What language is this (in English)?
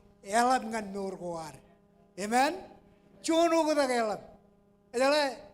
Marshallese